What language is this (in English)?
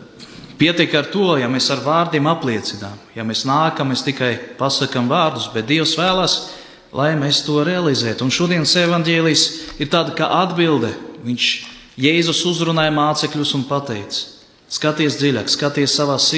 Latvian